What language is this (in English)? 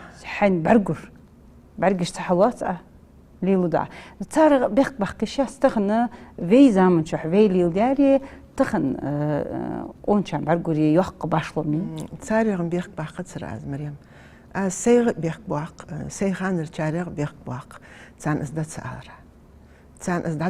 Ingush